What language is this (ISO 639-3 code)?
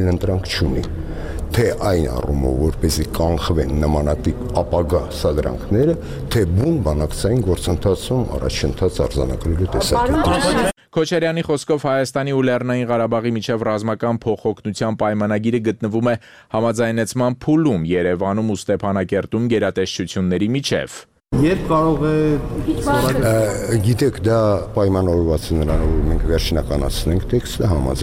hye